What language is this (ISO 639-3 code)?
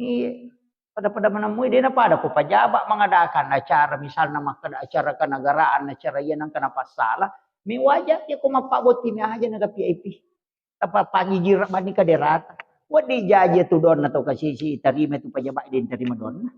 bug